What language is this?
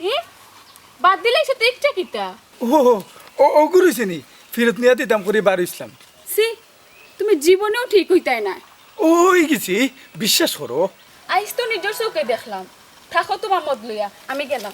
Sylheti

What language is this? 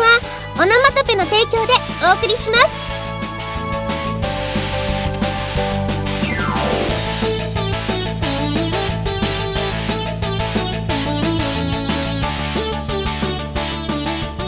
Japanese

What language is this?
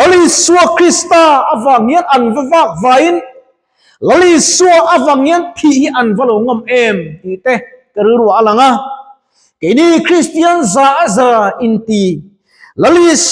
Mizo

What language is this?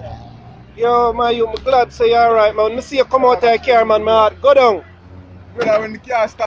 Jamaican Creole English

